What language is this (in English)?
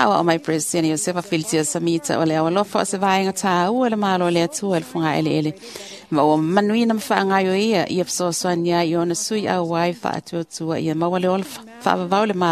Samoan